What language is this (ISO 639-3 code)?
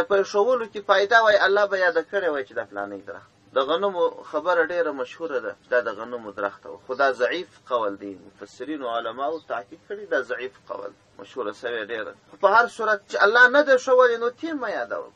pus